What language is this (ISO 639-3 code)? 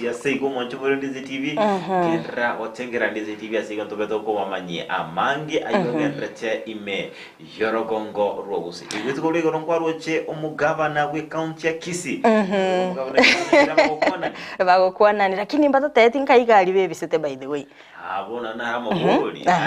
guz